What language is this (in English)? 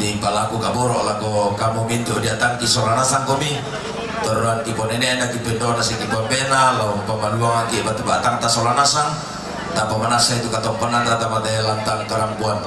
Toraja-Sa'dan